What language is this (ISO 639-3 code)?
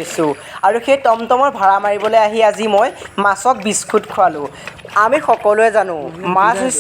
asm